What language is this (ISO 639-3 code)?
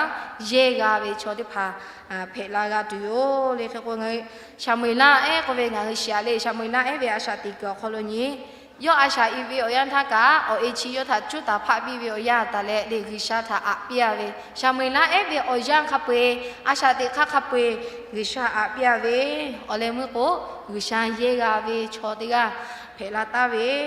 lhu